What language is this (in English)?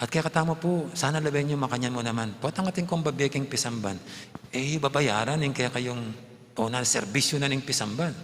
Pampanga